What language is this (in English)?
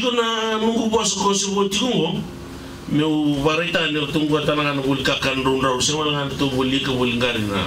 Fijian